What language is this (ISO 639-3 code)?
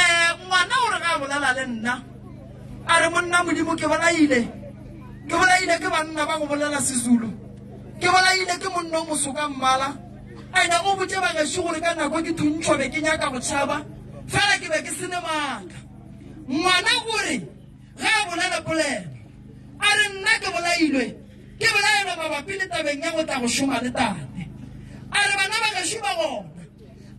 nso